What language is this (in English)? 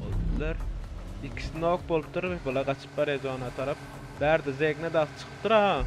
Turkmen